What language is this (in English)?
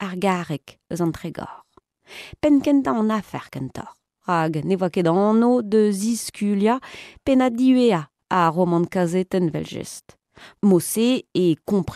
Breton